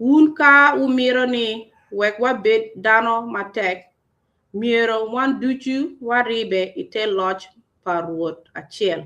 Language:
Acoli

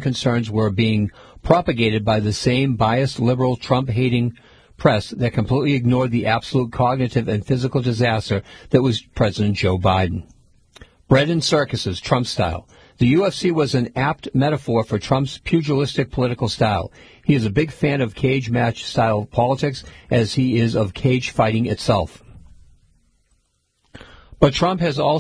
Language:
English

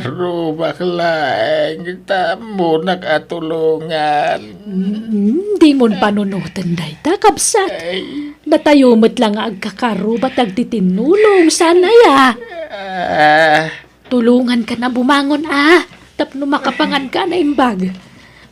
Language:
Iloko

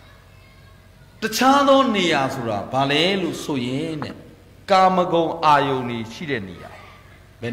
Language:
Burmese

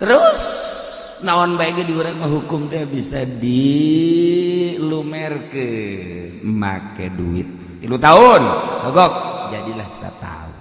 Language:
Sundanese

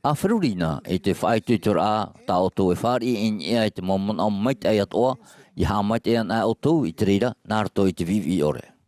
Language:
Tahitian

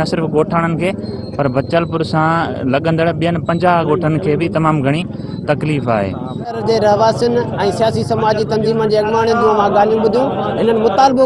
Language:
Sindhi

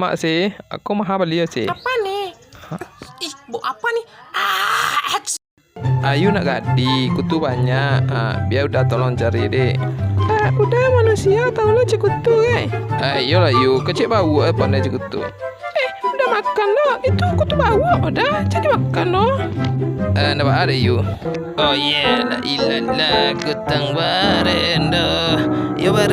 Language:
Minangkabau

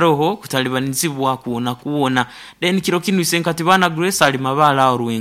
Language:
Nyoro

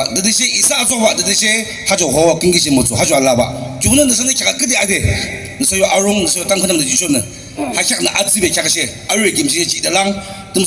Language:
Naga Pidgin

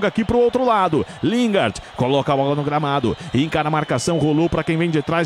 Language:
Portuguese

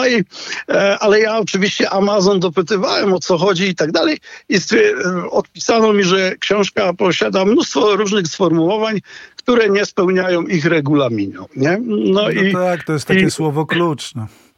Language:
Polish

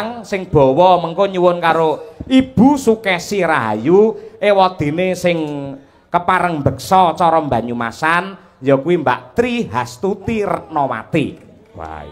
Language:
Javanese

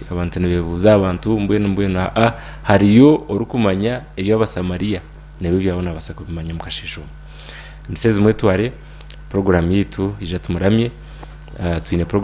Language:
Nyankole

